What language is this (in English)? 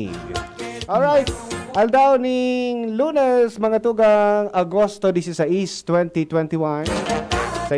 Bikol